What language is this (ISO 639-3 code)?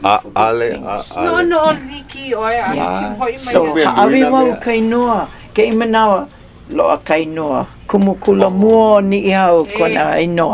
haw